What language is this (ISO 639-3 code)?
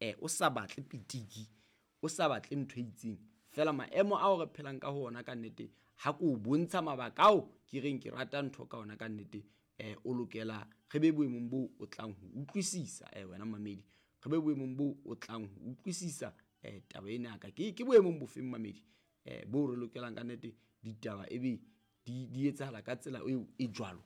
sot